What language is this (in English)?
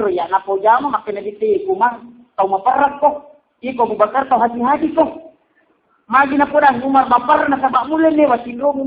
Buginese